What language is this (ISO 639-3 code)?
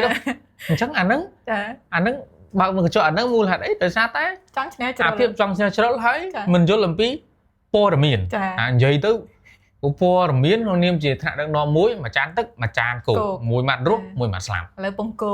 khm